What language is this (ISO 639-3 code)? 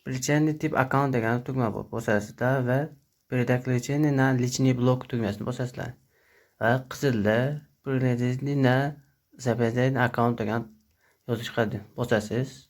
uzb